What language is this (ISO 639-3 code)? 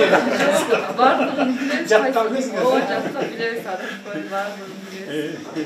kir